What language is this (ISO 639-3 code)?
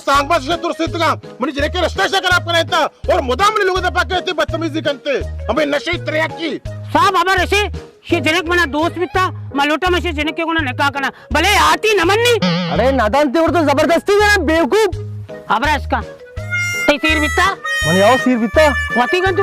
bal